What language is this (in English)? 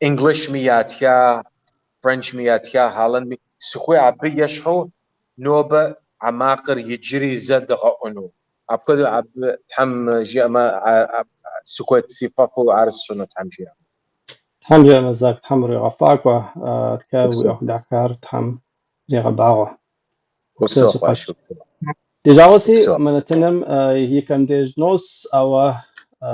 Kabardian